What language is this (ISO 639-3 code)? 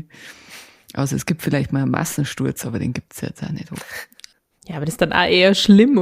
bar